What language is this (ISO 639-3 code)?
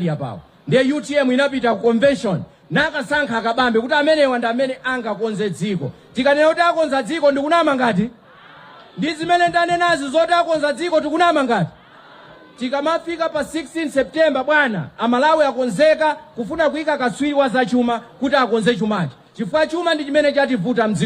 nya